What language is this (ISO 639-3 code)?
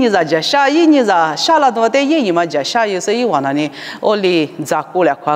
lis